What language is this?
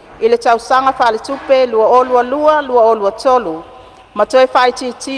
Samoan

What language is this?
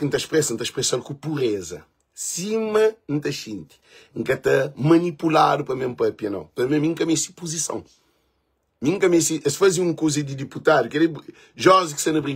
Kabuverdianu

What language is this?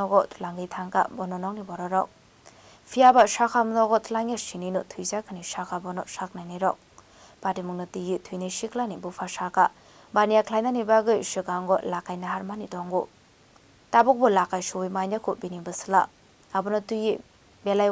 Kok Borok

